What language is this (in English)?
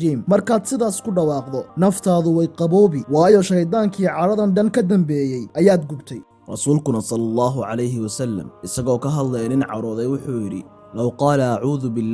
Somali